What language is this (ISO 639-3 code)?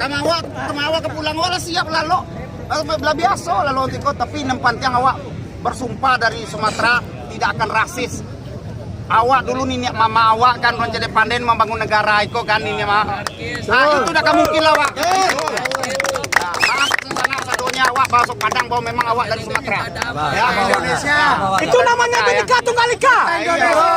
min